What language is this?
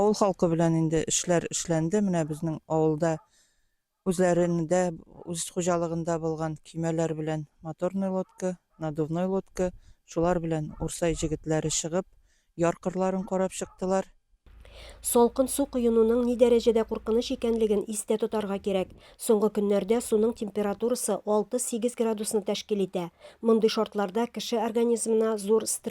Tatar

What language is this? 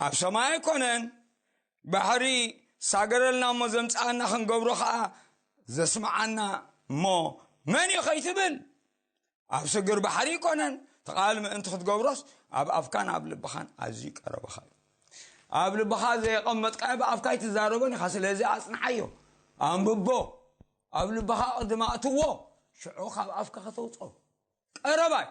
Tigrinya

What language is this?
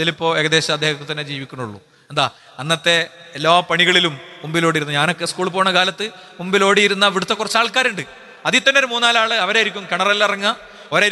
Malayalam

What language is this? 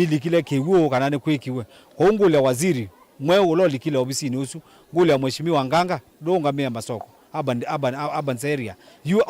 Kamba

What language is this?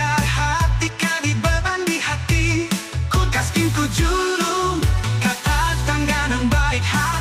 Banjar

